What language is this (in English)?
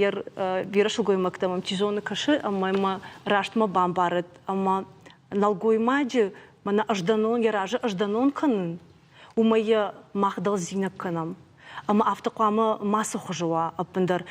Ossetic